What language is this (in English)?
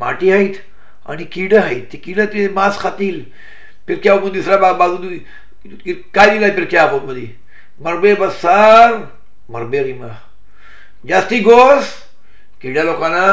Marathi